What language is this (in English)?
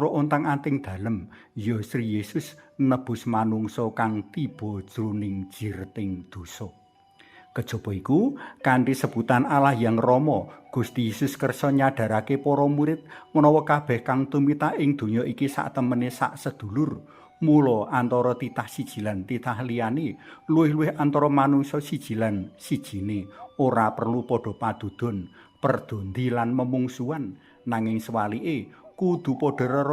Javanese